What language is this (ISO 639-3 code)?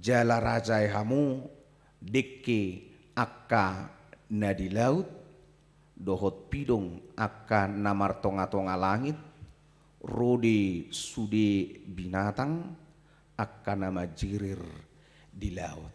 bbc